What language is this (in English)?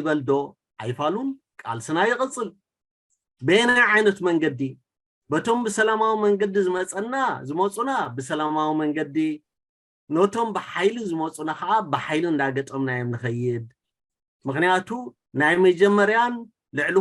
Tigrinya